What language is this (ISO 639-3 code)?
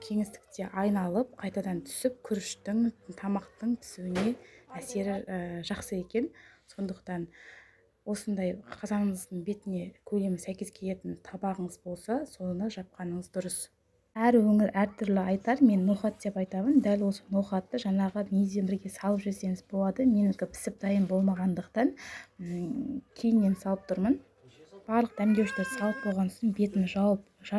kaz